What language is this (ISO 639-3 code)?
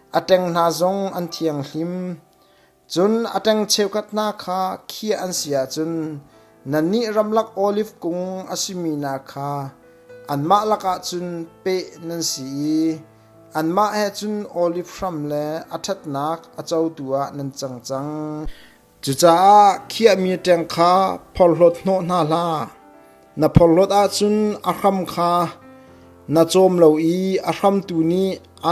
cnh